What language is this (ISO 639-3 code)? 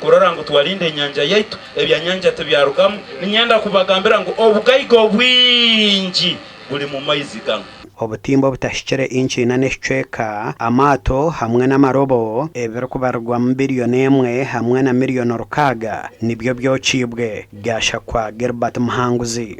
nyn